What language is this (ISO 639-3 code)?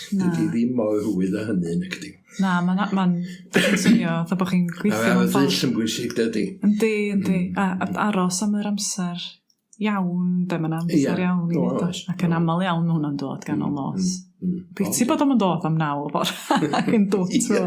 cym